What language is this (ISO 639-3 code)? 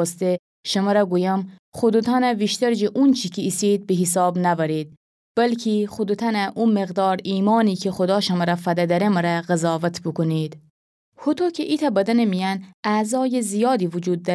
glk